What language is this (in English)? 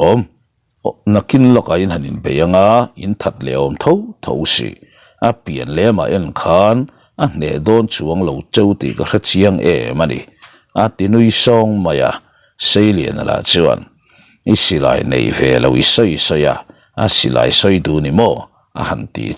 Mizo